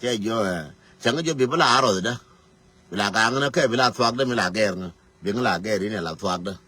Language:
Nuer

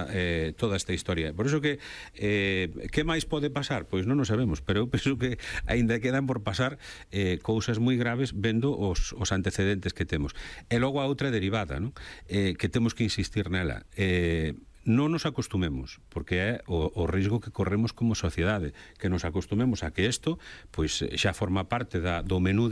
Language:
Galician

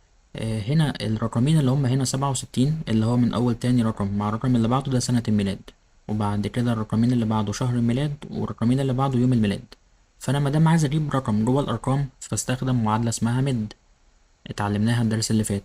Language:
Egyptian Arabic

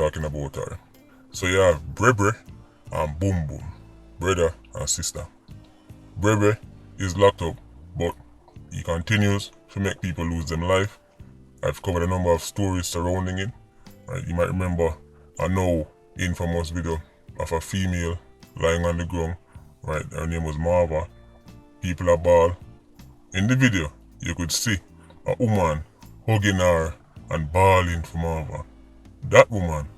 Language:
Jamaican Creole English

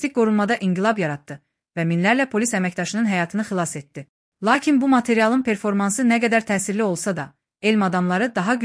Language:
Azerbaijani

